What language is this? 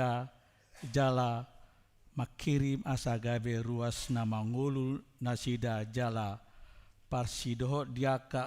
Batak Toba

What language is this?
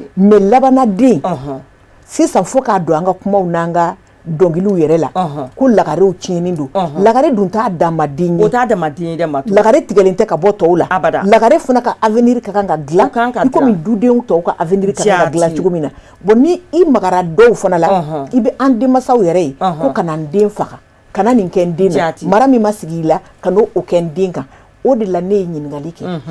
Bambara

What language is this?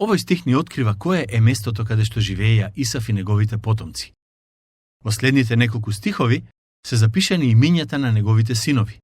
Macedonian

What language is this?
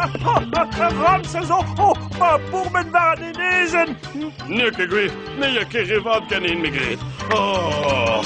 Breton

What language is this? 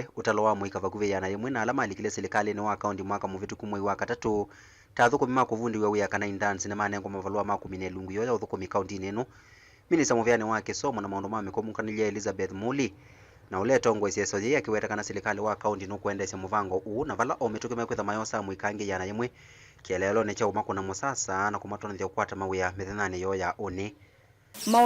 Kamba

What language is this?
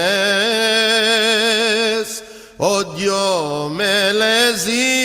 Ladino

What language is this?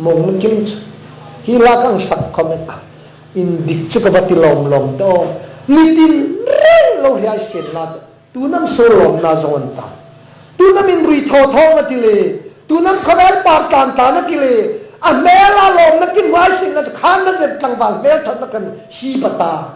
Hmar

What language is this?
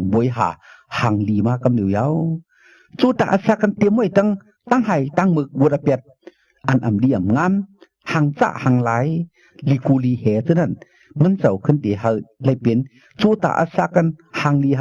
Shan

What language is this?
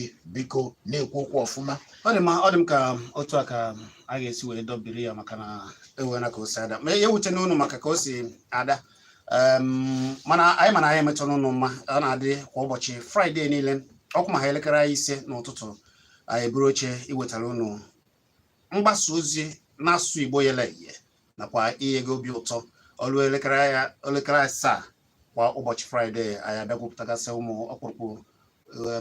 Igbo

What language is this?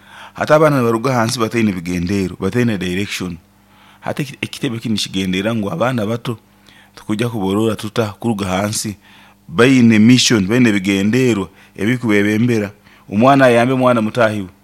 Nyoro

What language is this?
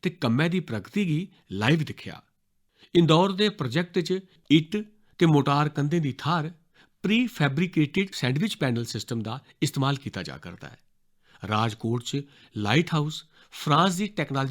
Dogri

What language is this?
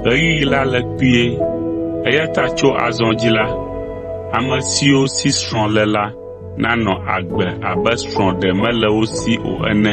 Ewe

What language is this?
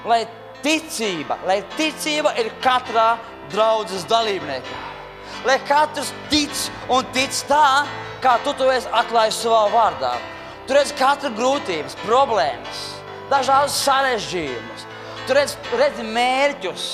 Latvian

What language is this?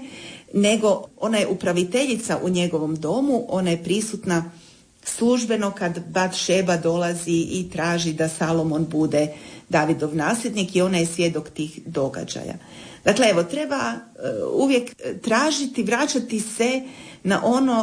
Croatian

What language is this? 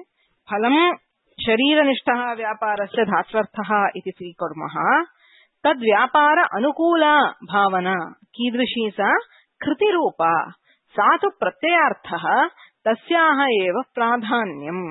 Sanskrit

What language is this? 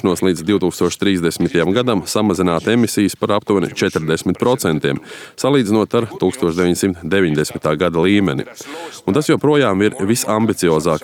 Latvian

